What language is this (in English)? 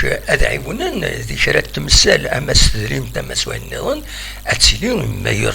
Kabyle